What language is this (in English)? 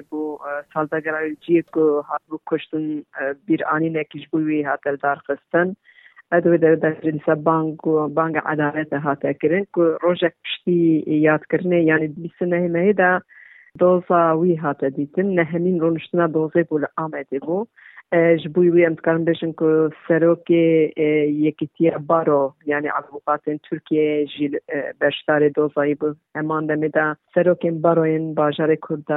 Kurdish